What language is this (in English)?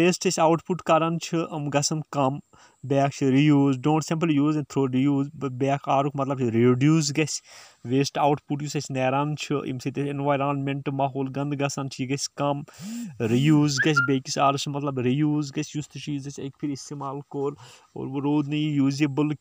Kashmiri